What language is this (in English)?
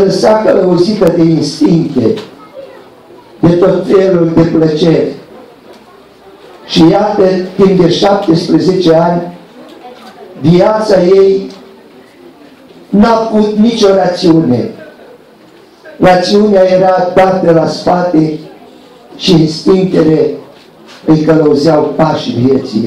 Romanian